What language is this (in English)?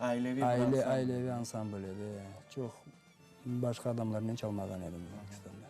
Crimean Tatar